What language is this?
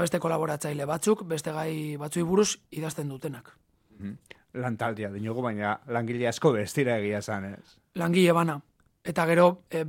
Basque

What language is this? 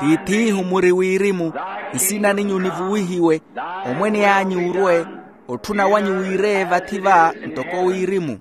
Makhuwa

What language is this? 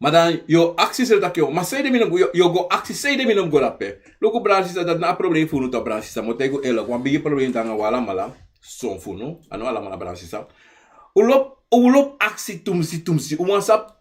Sranan Tongo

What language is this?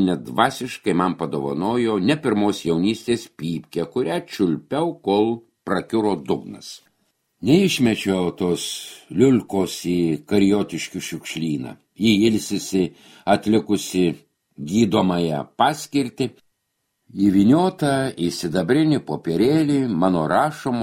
Lithuanian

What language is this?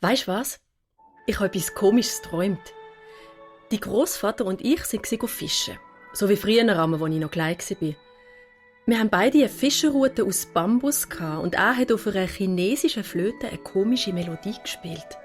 Swiss German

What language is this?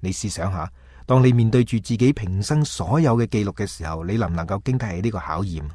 Cantonese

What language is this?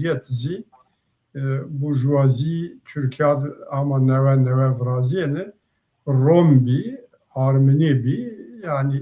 Zaza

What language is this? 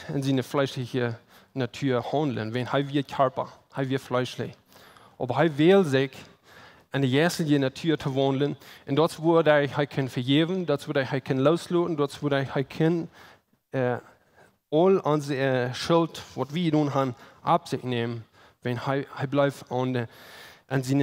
Plautdietsch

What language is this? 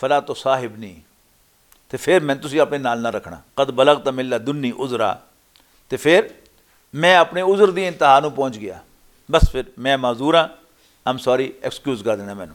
Western Panjabi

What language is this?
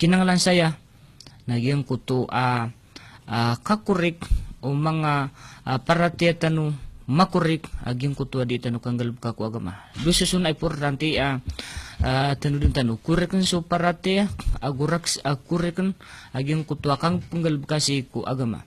Maranao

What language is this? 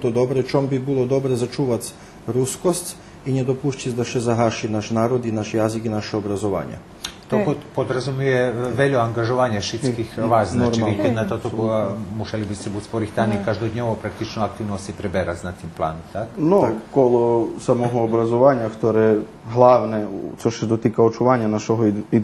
Rusyn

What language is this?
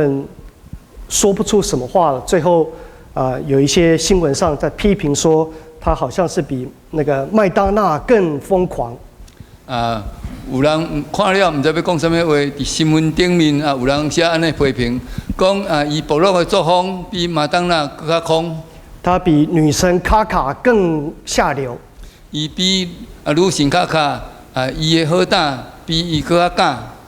Min Nan Chinese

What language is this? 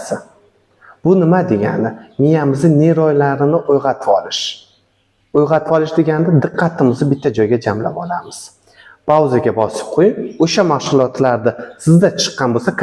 Uzbek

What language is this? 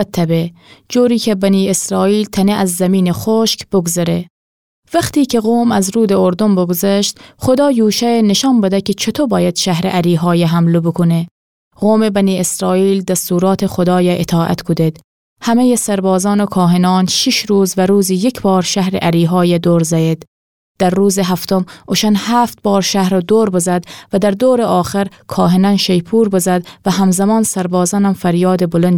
Gilaki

